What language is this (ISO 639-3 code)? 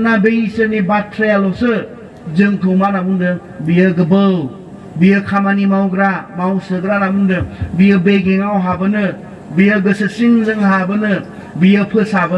brx